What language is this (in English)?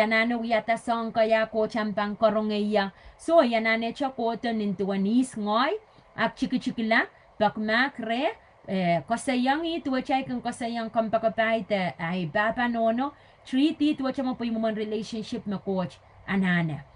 Pohnpeian